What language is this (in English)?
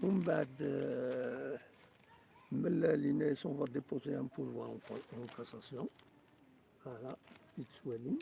Kabyle